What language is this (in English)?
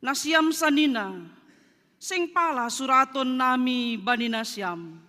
Batak Simalungun